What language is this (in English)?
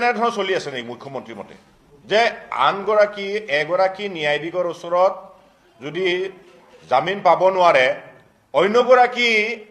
Assamese